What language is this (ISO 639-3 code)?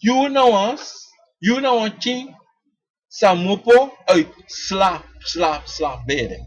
srn